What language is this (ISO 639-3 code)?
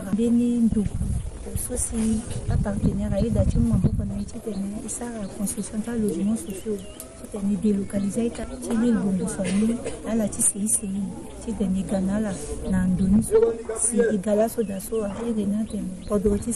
sag